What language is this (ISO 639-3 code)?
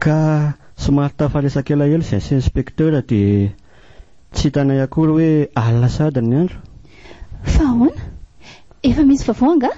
mlg